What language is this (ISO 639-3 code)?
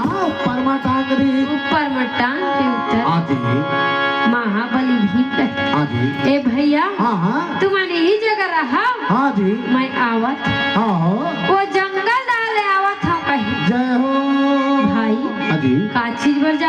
hne